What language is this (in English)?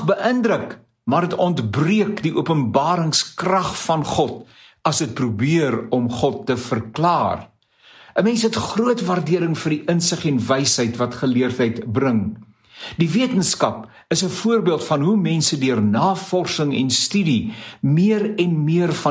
Afrikaans